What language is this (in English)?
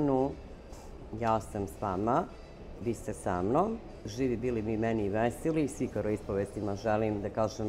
Serbian